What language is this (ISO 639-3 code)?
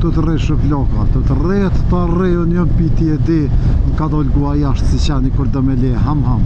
sqi